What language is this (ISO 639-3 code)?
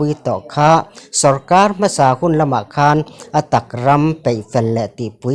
lus